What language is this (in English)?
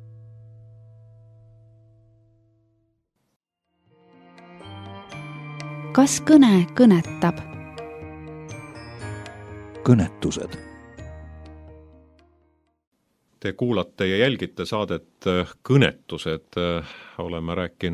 Estonian